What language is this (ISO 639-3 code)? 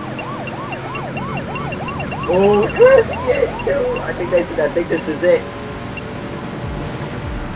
eng